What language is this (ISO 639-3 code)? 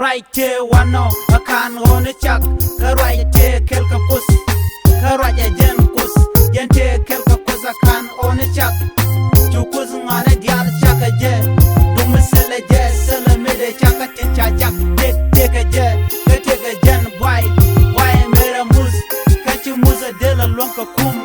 nus